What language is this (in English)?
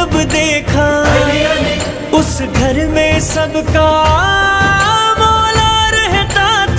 Hindi